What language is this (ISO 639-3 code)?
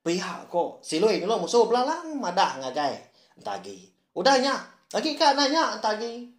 iba